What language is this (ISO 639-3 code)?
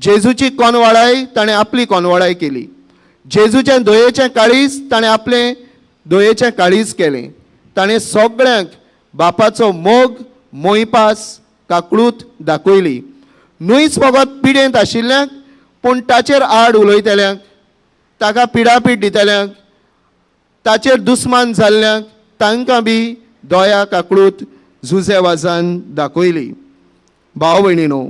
kok